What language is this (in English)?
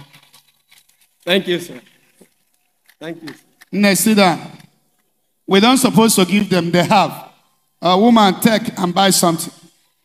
English